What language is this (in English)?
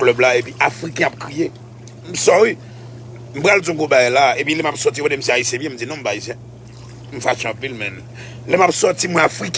Haitian Creole